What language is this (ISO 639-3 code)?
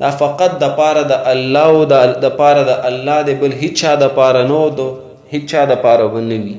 pus